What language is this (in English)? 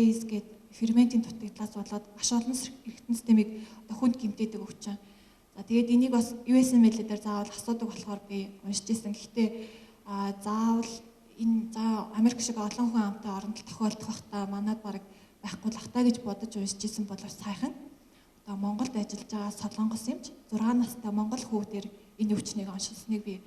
Mongolian